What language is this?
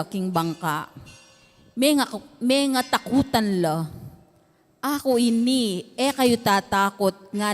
Pampanga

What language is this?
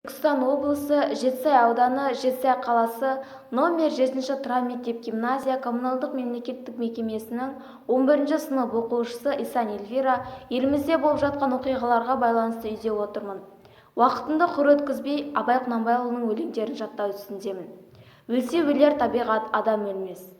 Kazakh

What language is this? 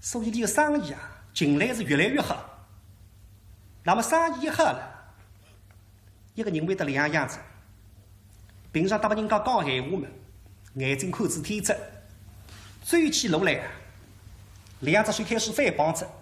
Wu Chinese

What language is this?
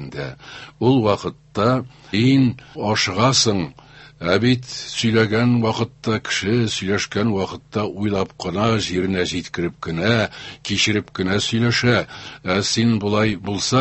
Tatar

